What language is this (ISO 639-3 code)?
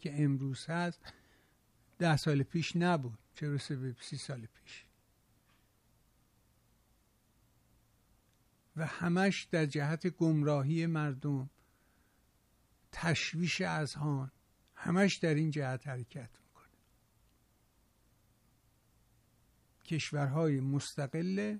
fas